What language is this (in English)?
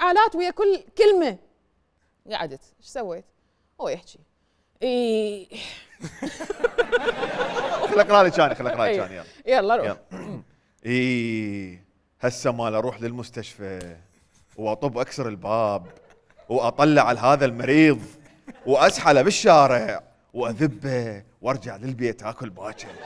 Mesopotamian Arabic